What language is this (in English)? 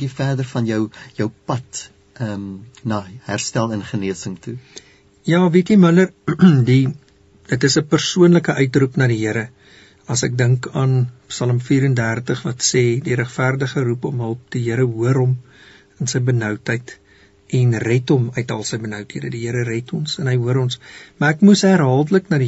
Afrikaans